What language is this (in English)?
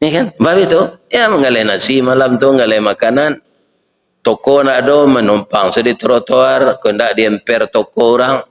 Minangkabau